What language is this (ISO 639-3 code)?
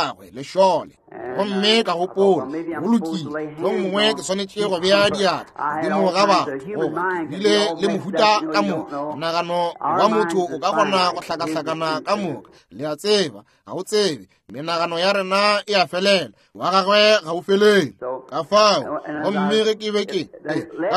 nso